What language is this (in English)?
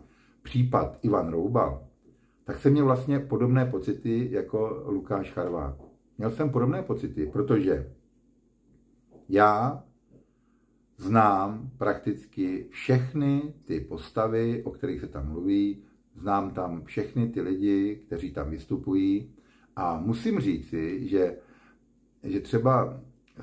Czech